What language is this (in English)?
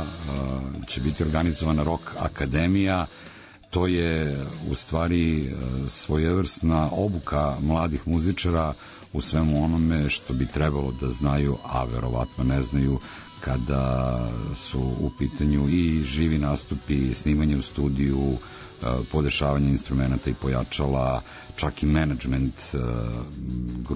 Serbian